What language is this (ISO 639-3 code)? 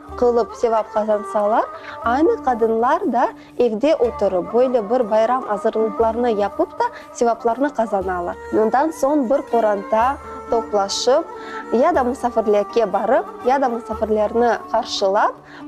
crh